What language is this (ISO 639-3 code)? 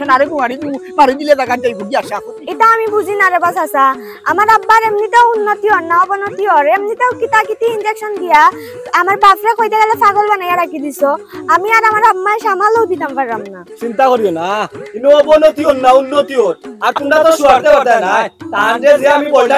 syl